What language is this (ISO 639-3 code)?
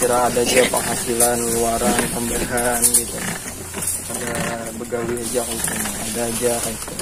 bjn